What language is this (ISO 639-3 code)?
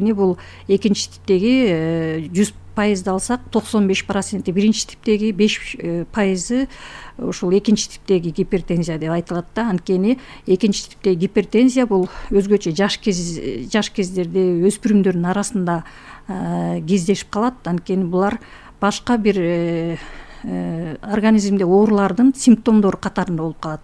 kir